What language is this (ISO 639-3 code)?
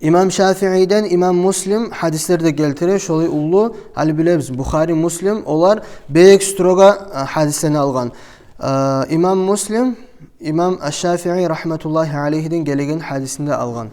kum